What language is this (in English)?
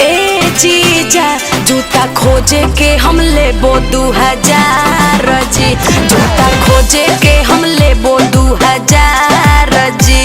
Magahi